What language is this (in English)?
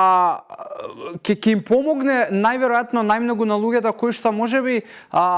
Macedonian